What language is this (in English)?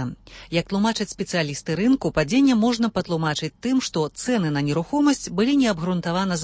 Belarusian